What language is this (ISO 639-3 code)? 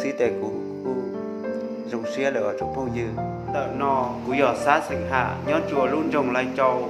hmn